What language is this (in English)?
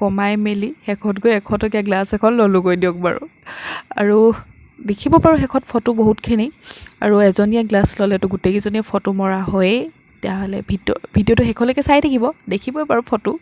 Assamese